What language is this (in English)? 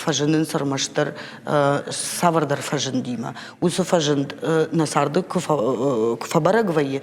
Ossetic